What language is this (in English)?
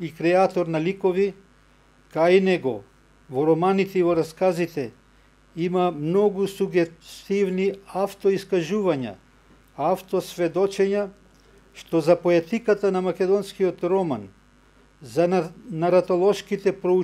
Macedonian